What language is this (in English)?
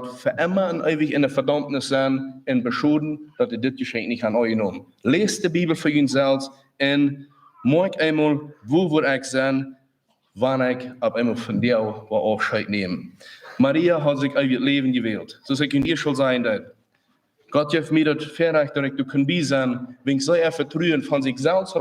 Plautdietsch